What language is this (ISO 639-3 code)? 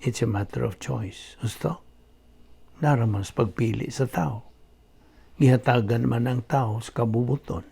ceb